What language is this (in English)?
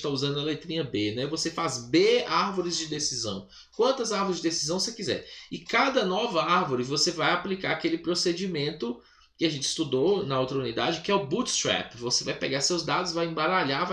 Portuguese